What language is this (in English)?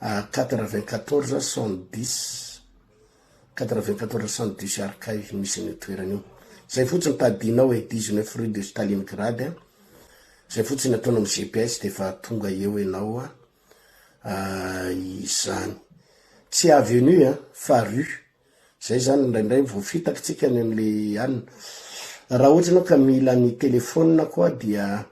Malagasy